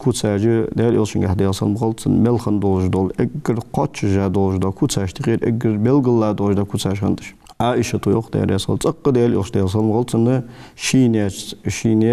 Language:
Ingush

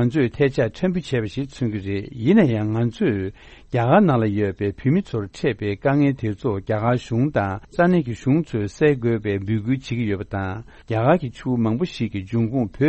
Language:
Tibetan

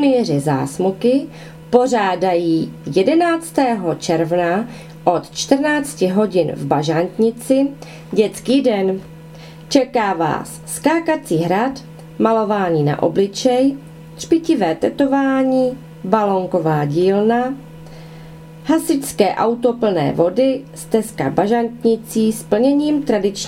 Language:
Czech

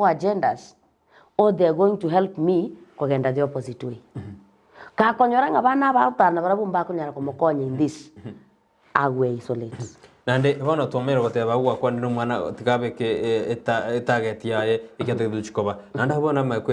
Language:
Gusii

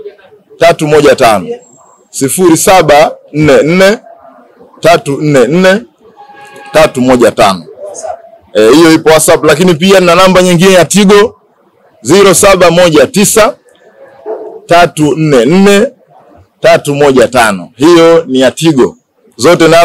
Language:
Swahili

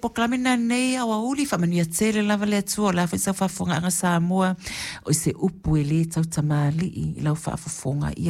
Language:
Samoan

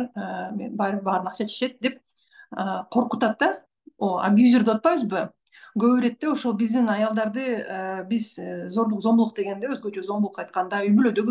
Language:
Kyrgyz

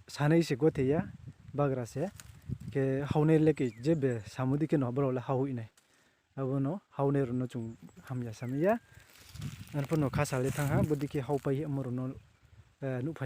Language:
Riang (India)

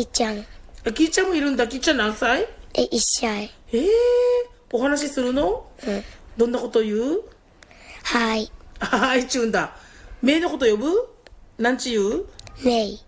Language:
Japanese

